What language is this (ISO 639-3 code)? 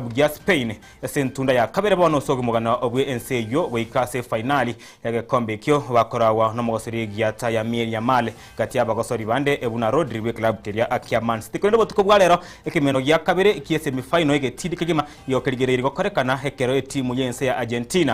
guz